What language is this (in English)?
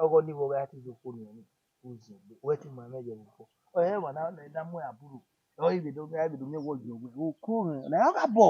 Bini